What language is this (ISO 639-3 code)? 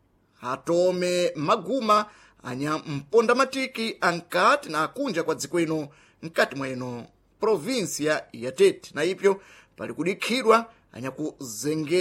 seh